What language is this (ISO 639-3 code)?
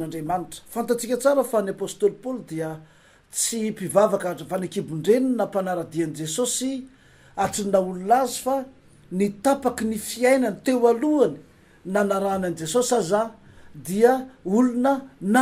mlg